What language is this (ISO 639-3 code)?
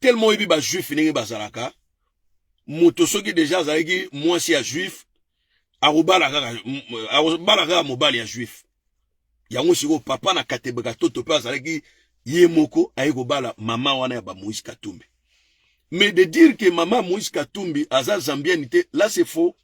lin